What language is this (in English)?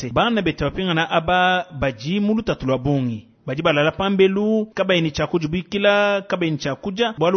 Luba-Lulua